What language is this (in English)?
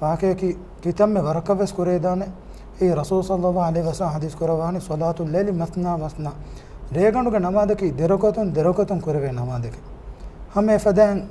Divehi